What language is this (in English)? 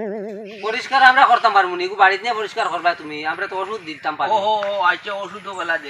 Sylheti